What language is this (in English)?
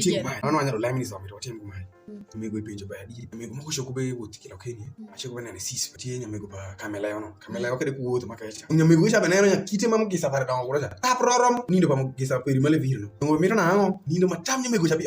Alur